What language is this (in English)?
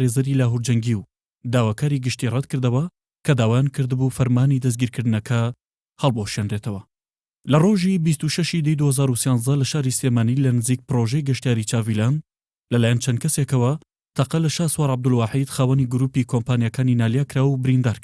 Central Kurdish